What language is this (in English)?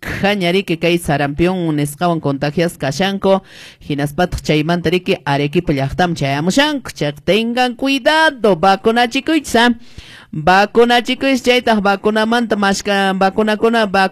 Quechua